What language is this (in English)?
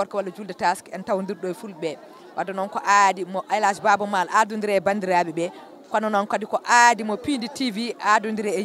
Fula